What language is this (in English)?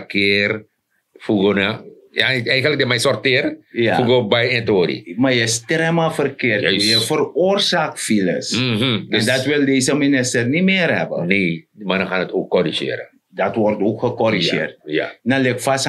Sranan Tongo